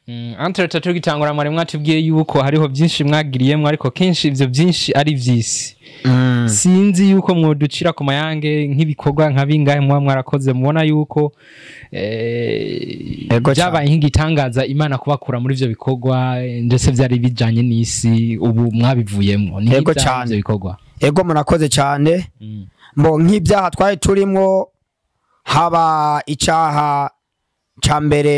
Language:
Rundi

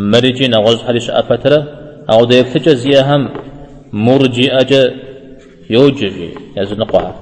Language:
Kabardian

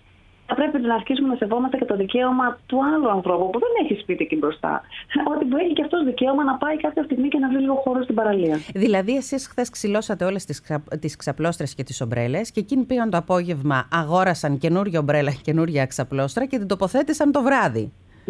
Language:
Greek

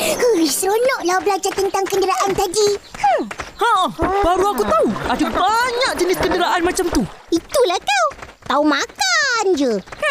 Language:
Malay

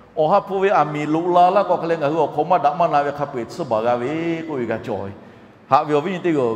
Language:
Lahu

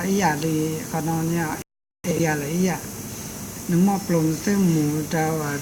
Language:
Hmong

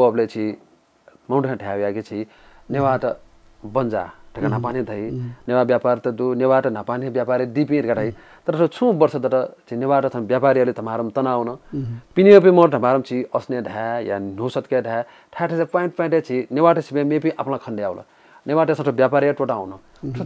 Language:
Newari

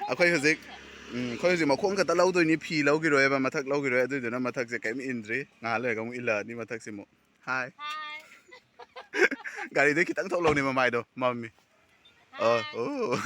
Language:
Manipuri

